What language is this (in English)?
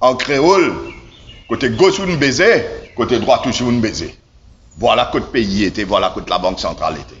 Morisyen